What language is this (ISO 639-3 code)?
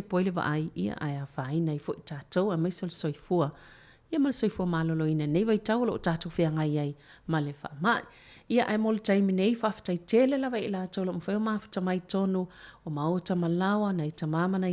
smo